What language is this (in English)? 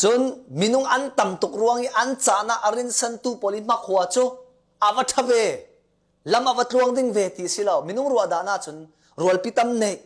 Falam Chin